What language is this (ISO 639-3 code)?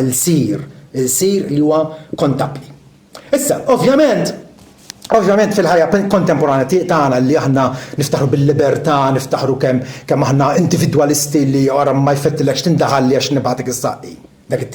mlt